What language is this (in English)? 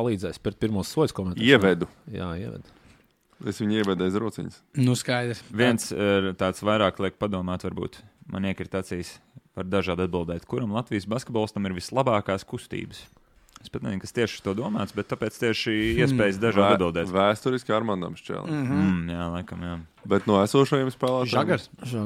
Latvian